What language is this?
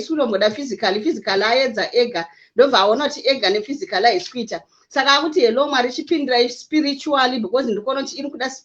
Shona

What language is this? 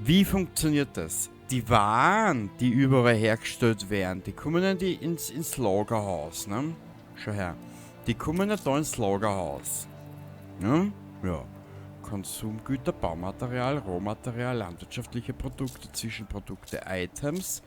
Bavarian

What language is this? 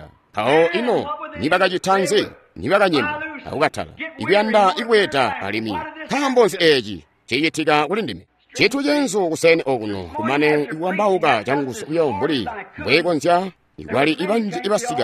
Tonga (Zambia)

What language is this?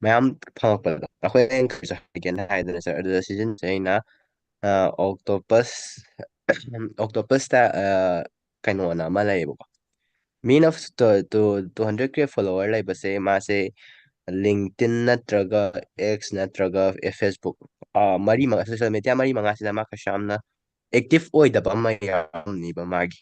Manipuri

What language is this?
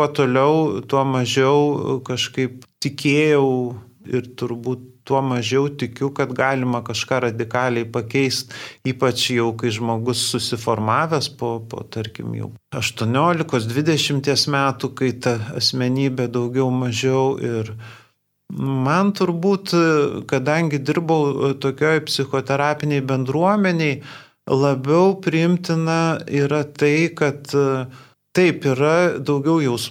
Lithuanian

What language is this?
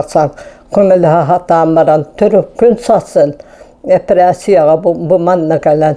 Yakut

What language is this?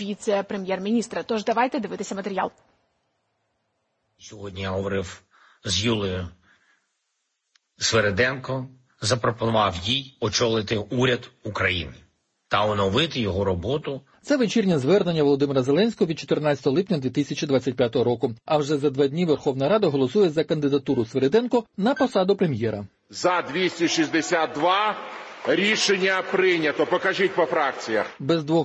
Ukrainian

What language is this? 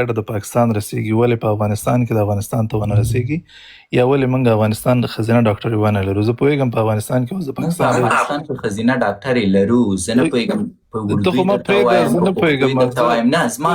Pashto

